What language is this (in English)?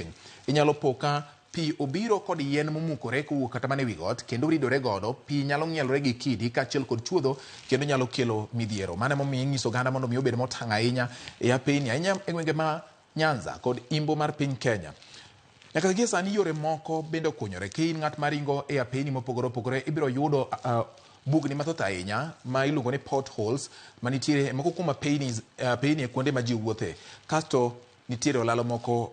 Luo (Kenya and Tanzania)